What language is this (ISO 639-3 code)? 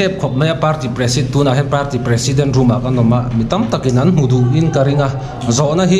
lus